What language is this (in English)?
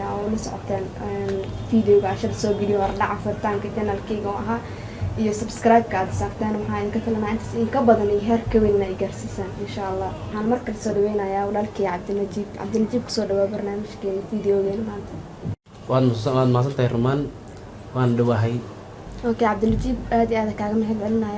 Somali